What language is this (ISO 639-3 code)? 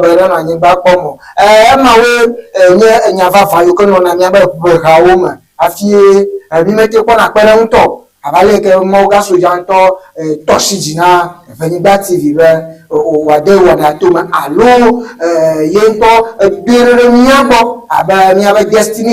ewe